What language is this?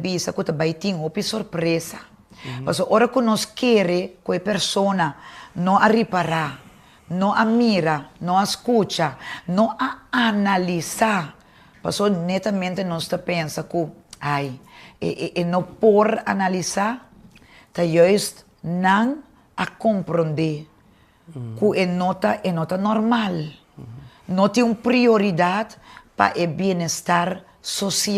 Papiamento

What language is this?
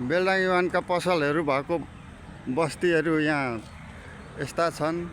Nepali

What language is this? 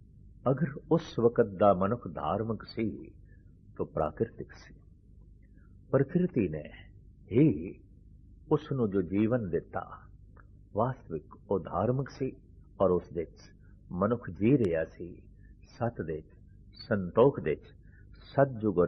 Punjabi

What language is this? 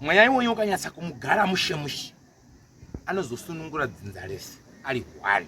Shona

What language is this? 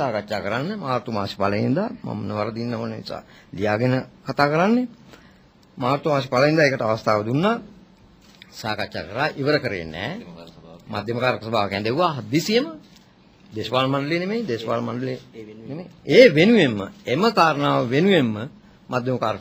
Sinhala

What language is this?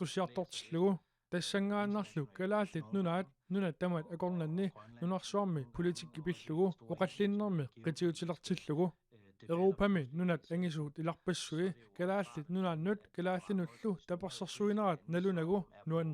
Kalaallisut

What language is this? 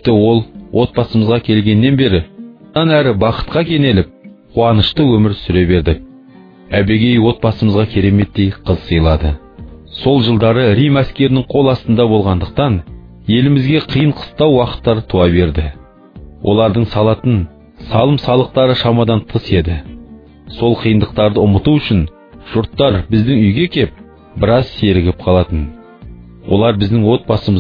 Kazakh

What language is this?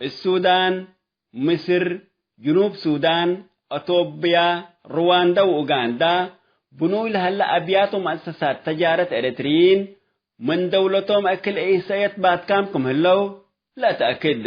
Tigre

